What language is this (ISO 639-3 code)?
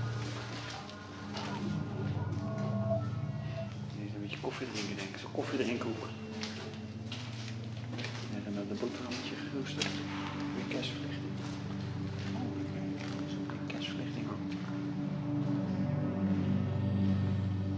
nld